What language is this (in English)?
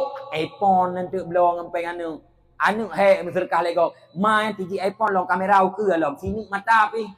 Achinese